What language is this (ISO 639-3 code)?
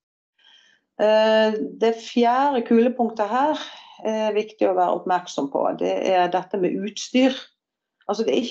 nor